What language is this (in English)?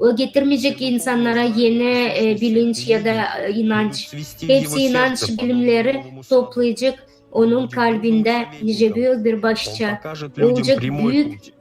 Gagauz